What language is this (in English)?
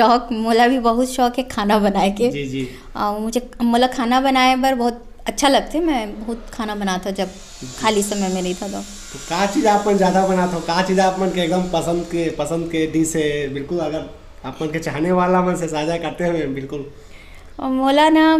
Chhattisgarhi